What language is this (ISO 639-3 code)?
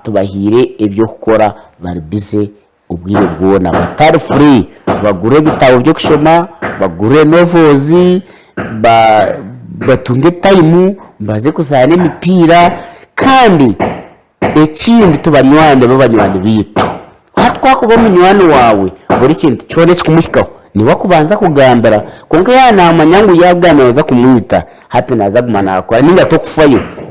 nyn